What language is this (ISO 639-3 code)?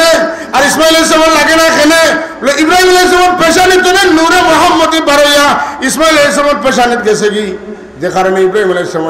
syl